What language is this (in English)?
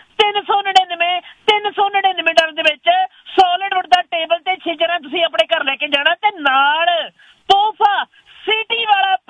Punjabi